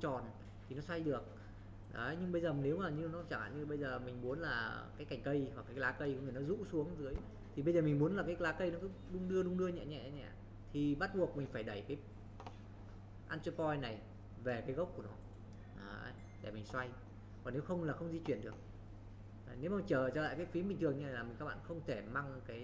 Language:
Vietnamese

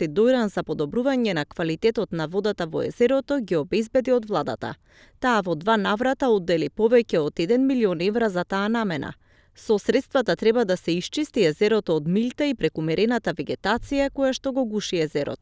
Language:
Macedonian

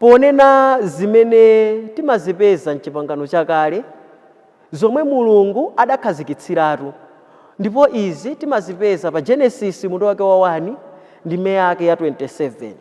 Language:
Nyanja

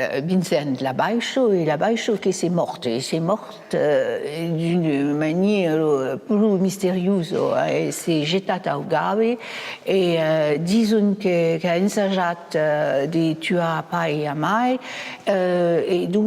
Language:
Occitan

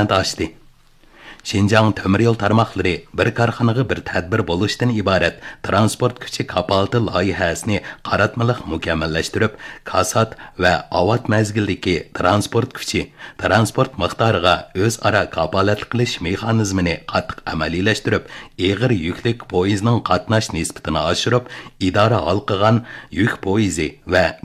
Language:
Uyghur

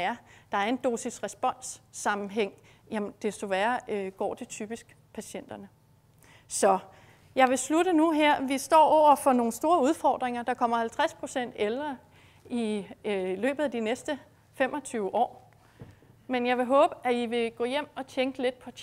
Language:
Danish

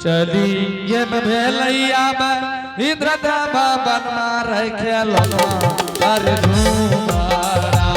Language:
Angika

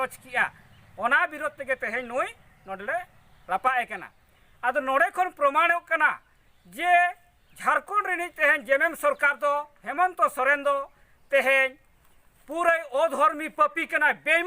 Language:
Santali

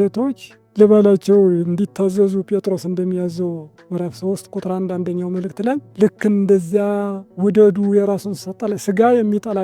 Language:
Amharic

